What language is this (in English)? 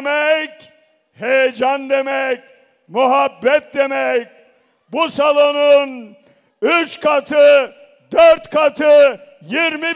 Turkish